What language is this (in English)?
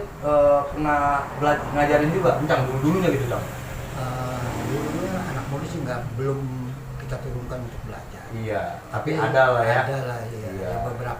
Betawi